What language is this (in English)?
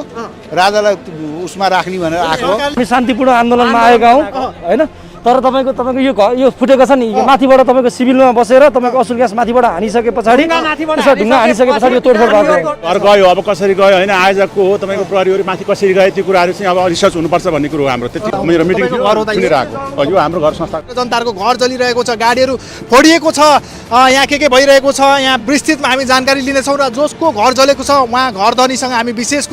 Nepali